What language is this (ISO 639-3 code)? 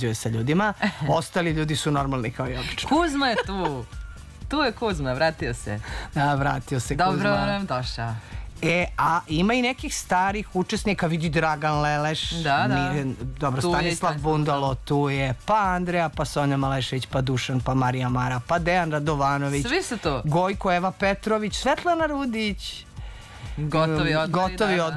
srp